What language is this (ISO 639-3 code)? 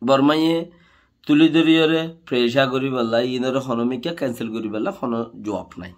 rhg